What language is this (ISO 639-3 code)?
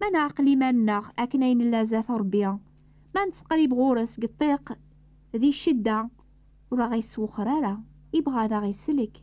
kab